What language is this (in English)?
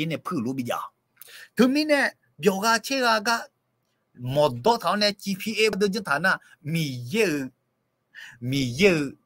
Akha